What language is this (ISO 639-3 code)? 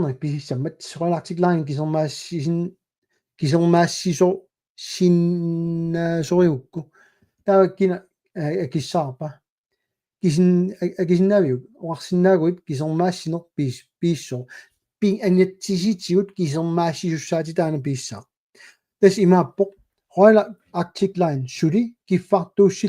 kal